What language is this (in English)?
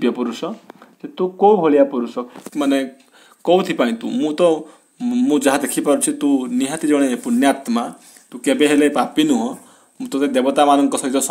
Odia